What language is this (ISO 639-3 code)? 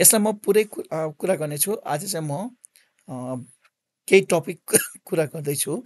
nep